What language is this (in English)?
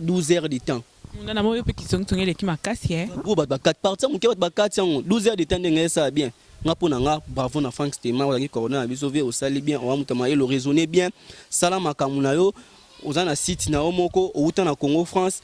Lingala